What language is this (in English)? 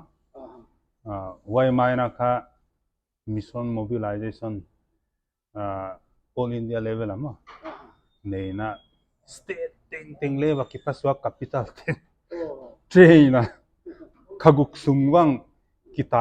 Paite Chin